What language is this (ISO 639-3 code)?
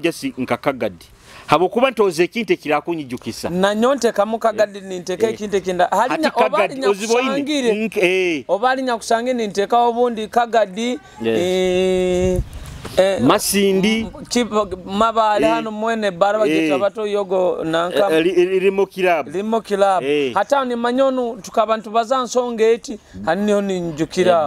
nyo